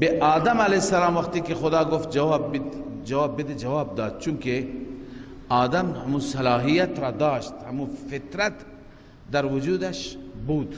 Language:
Persian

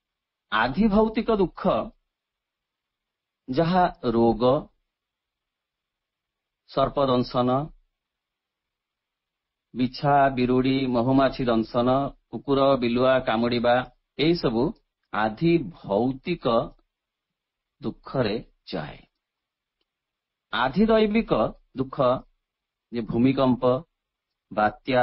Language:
Odia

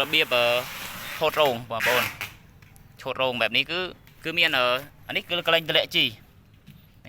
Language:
Khmer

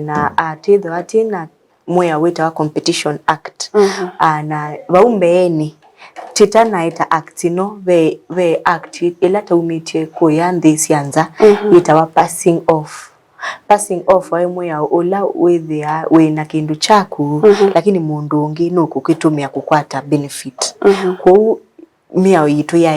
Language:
Kamba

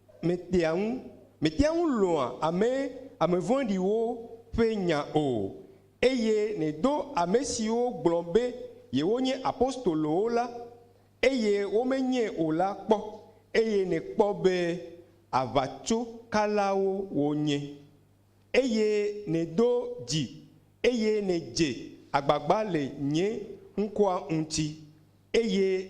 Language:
Ewe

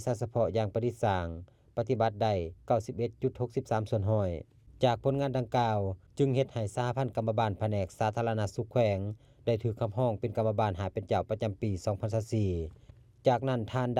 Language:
Lao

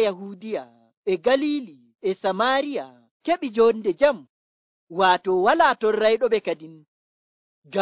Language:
Nigerian Fulfulde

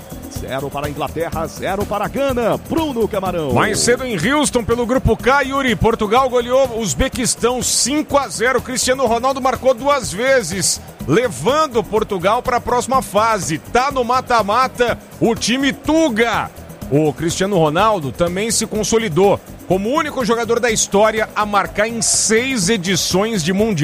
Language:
Portuguese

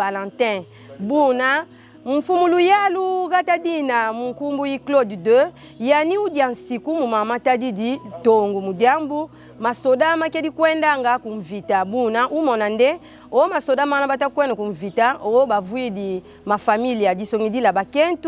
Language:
Kongo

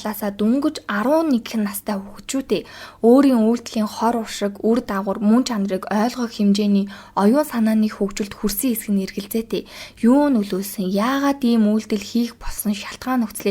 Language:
Mongolian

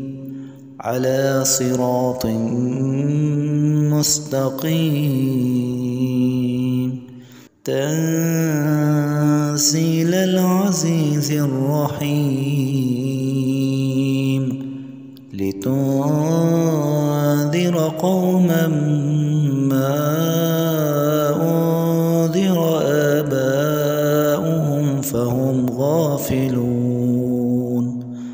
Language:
Arabic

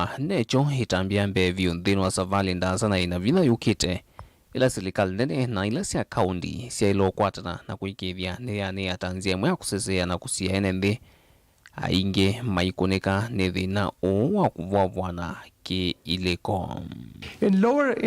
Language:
Kamba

